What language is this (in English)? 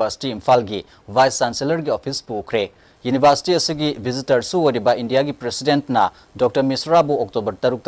Manipuri